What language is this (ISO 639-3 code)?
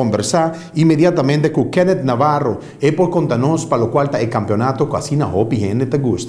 pap